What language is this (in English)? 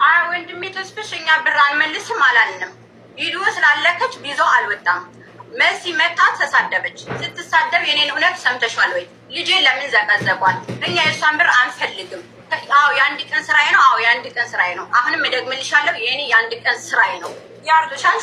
Amharic